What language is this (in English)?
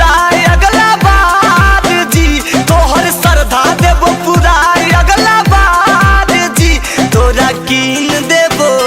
Magahi